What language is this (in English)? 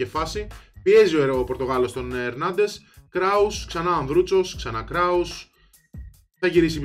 Greek